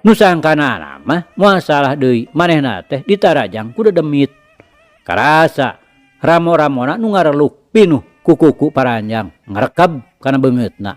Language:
Sundanese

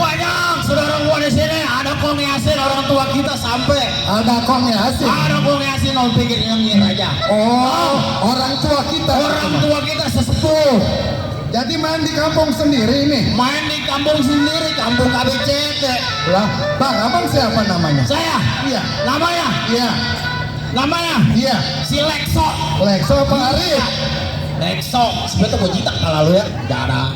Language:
Betawi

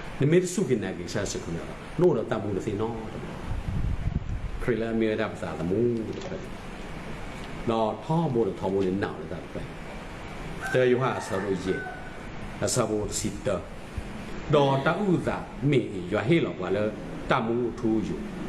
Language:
S'gaw Karen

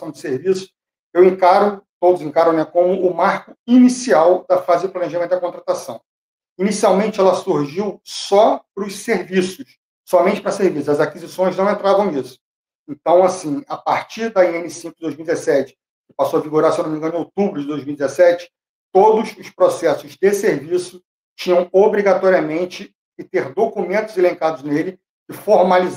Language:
Portuguese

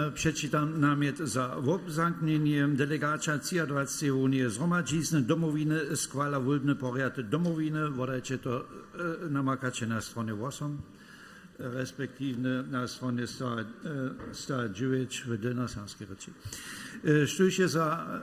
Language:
Upper Sorbian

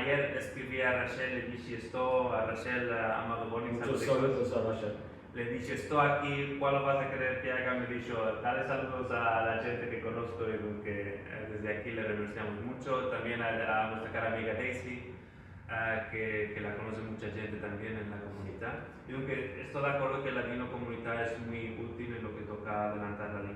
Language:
Ladino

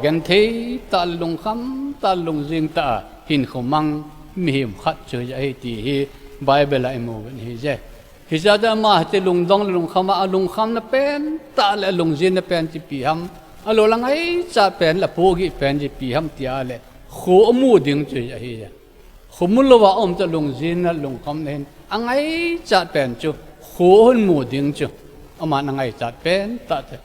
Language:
Thado Chin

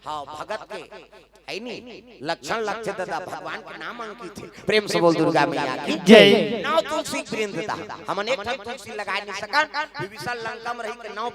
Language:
Chhattisgarhi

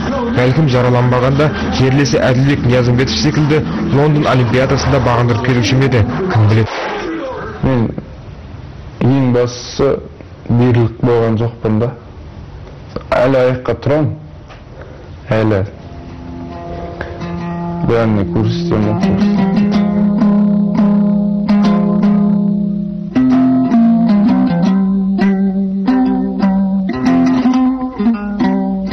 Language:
Kazakh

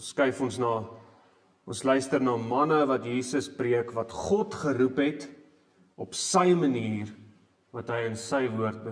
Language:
Afrikaans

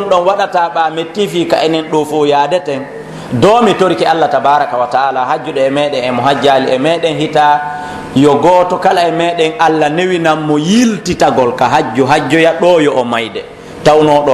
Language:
Pular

